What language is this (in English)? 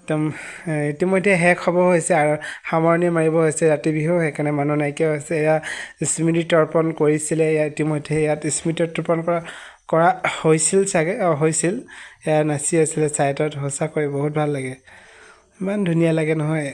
Assamese